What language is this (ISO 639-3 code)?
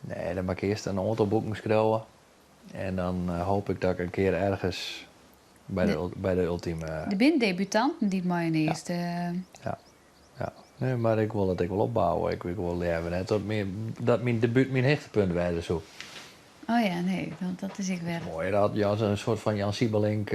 fry